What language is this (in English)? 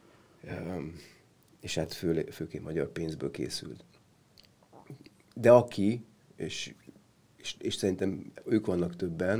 Hungarian